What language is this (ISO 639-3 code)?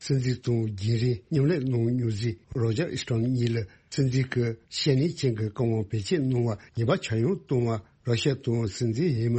bod